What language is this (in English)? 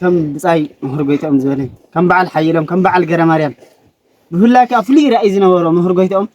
Tigrinya